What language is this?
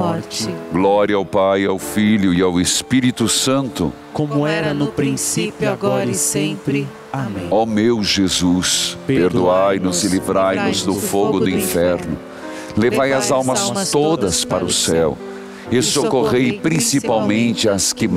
Portuguese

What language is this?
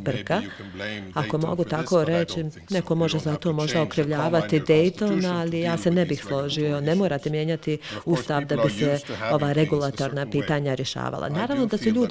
Bosnian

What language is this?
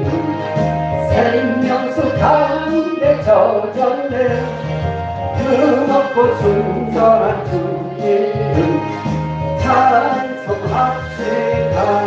Korean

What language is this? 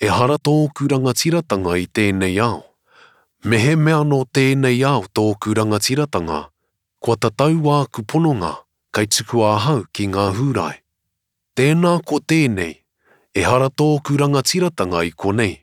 Māori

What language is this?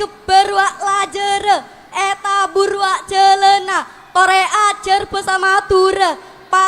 Madurese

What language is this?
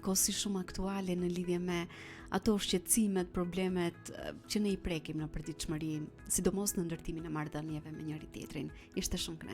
Albanian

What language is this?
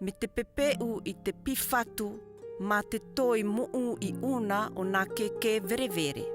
South Marquesan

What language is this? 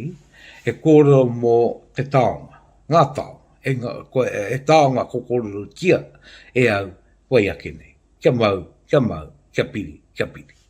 Māori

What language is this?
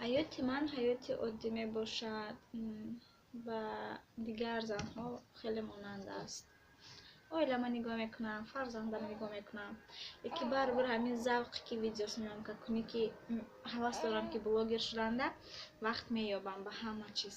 Tajik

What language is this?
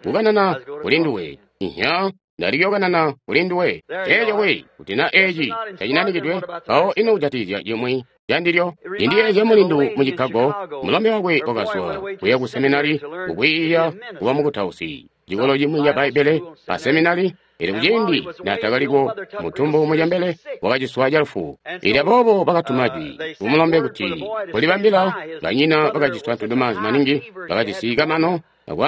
Tonga (Zambia)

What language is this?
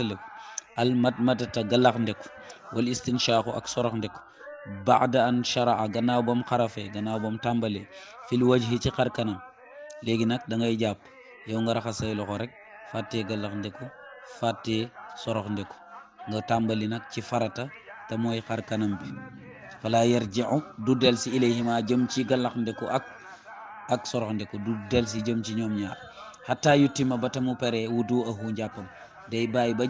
Wolof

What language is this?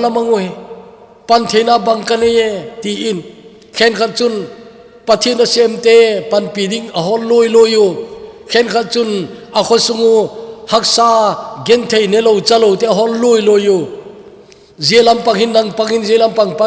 Thado Chin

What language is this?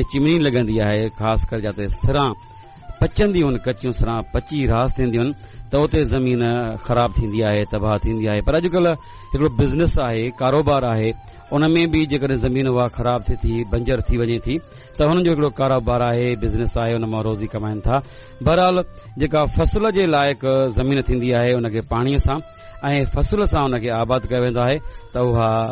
Sindhi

